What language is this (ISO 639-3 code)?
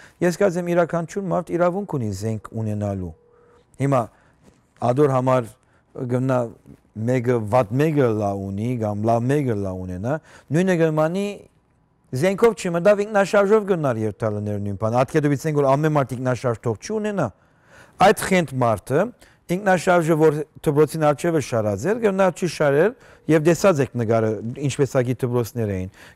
hyw